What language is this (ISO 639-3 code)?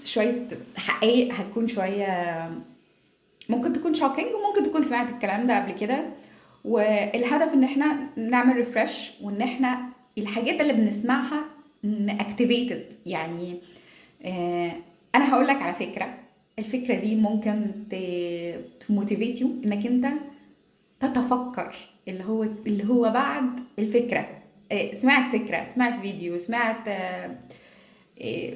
arz